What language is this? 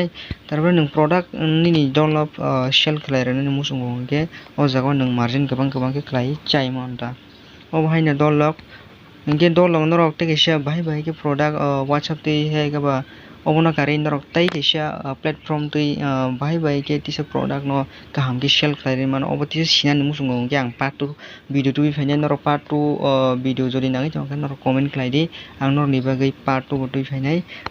Kok Borok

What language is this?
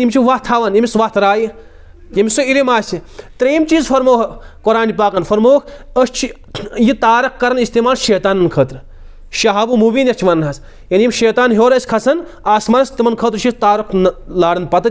Kashmiri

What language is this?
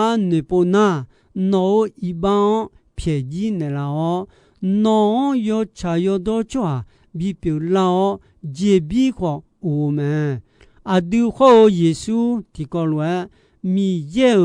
Akha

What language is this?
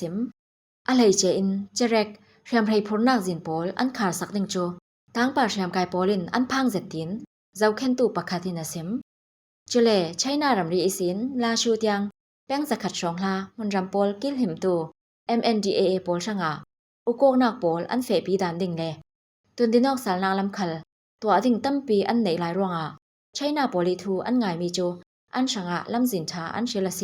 Falam Chin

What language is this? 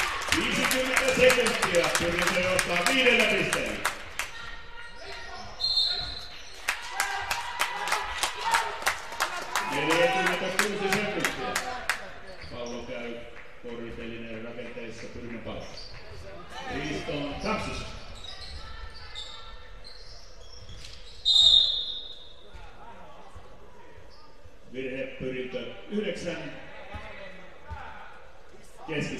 Finnish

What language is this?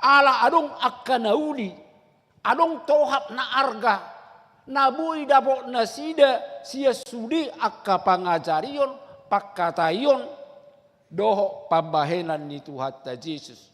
Batak Toba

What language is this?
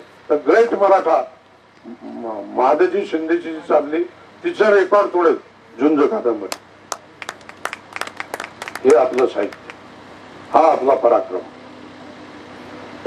Marathi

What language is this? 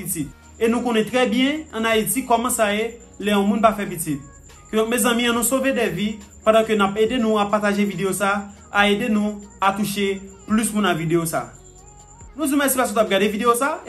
Haitian Creole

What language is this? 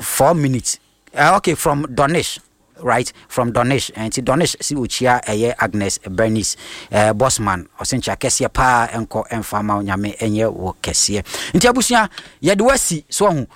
Akan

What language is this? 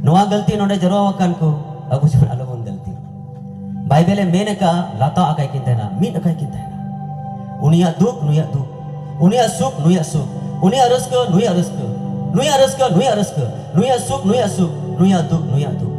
Santali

